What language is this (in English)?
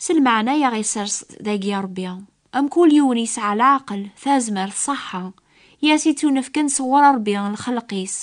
Kabyle